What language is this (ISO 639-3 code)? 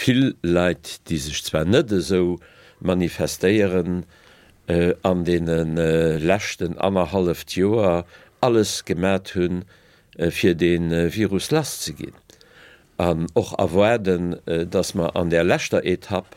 ltz